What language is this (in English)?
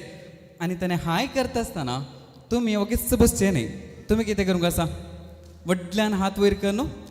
Konkani